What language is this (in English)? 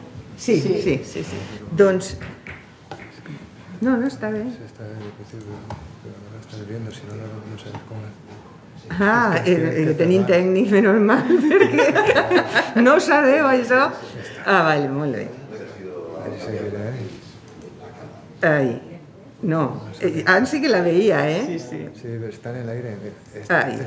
Catalan